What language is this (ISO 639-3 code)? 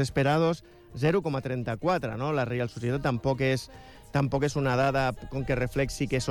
cat